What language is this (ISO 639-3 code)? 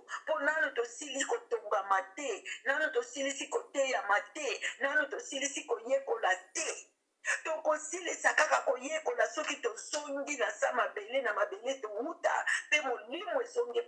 lin